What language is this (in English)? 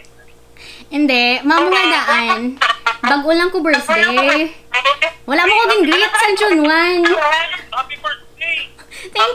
Hiligaynon